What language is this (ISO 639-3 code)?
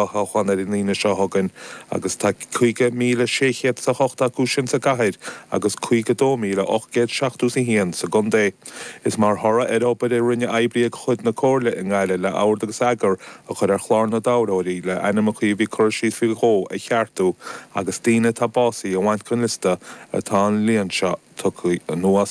gle